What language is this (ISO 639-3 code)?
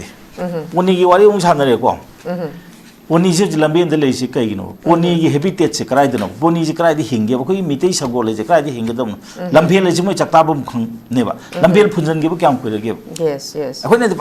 mni